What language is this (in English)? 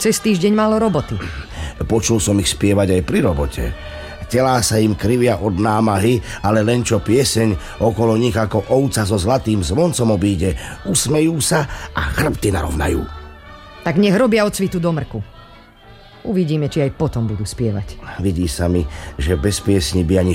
Slovak